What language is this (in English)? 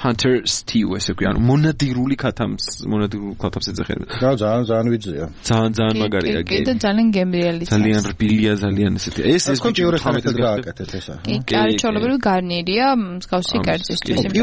Georgian